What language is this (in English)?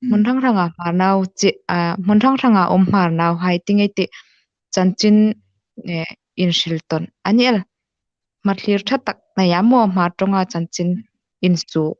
Hmar